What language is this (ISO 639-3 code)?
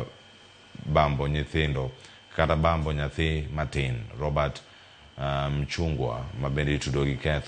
luo